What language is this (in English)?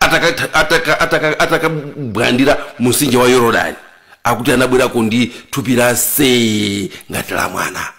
Nyanja